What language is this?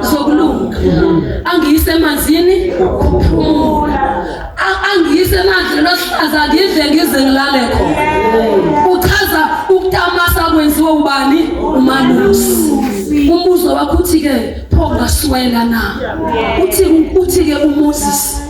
Zulu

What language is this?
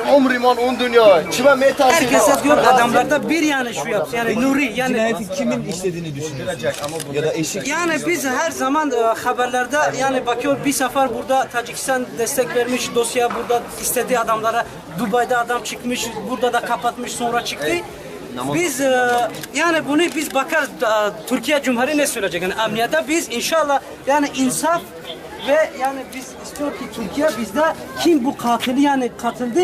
Tajik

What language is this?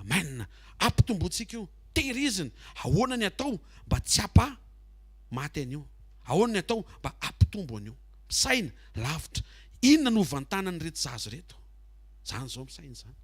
Malagasy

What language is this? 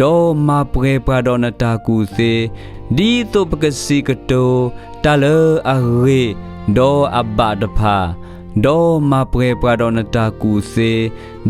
S'gaw Karen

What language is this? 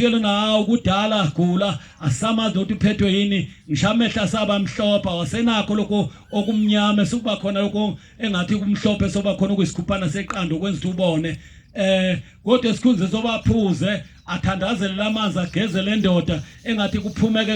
Zulu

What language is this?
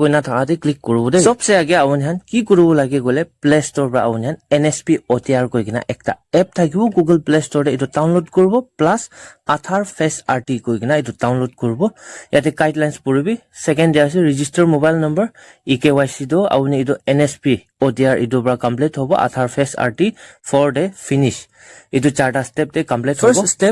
Naga Pidgin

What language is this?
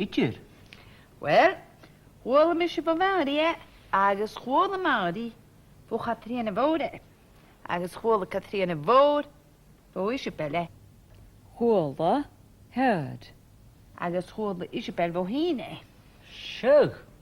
Scottish Gaelic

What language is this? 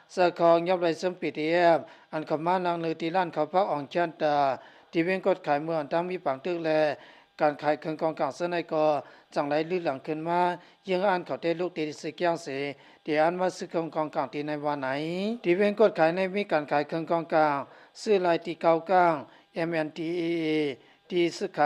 Lao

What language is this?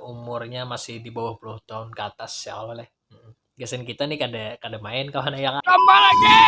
Banjar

